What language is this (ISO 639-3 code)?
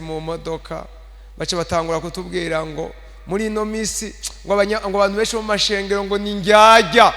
run